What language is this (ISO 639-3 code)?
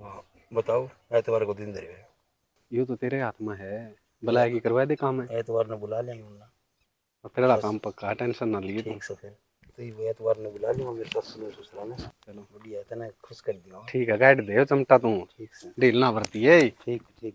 bgc